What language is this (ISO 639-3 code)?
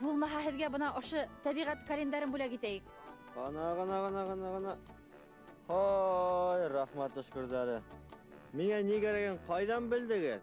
bak